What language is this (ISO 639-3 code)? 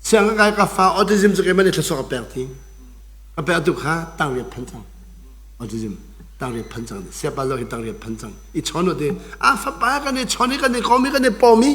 cnh